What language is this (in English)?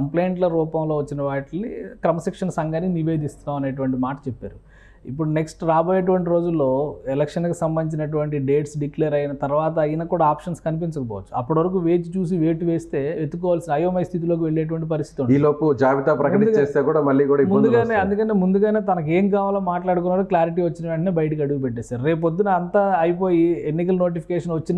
Telugu